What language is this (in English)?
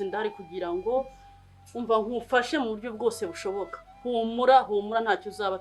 Kinyarwanda